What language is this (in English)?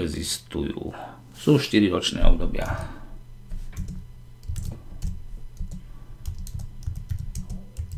Slovak